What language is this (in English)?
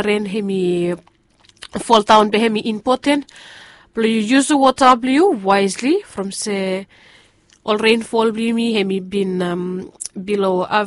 Bislama